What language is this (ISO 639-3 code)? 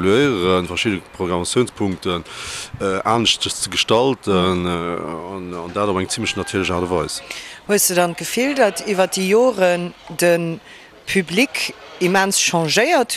ltz